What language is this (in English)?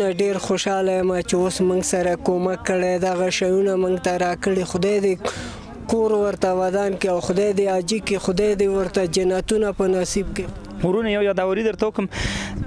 Pashto